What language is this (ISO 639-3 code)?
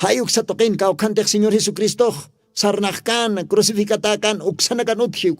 aym